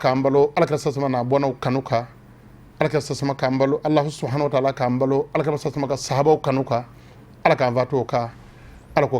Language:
Bambara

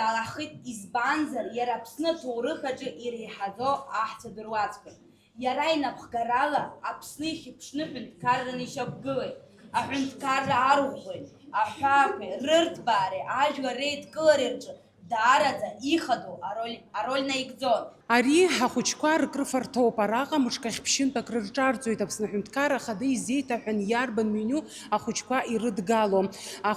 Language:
Abkhazian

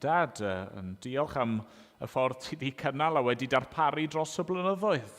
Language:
Welsh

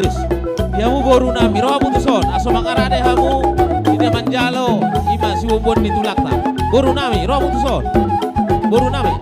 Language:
Batak Toba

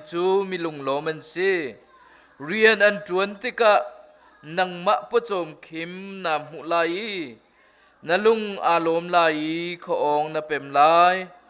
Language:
Hakha Chin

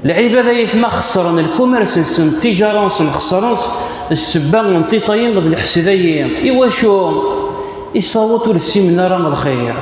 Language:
Kabyle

